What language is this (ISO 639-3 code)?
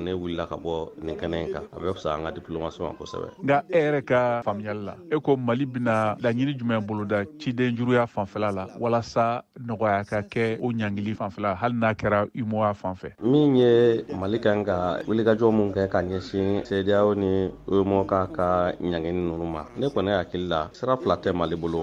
bam